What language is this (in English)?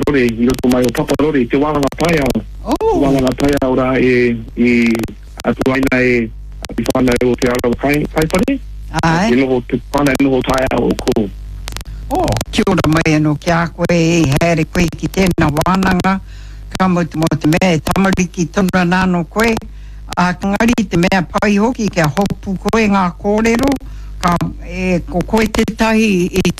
Māori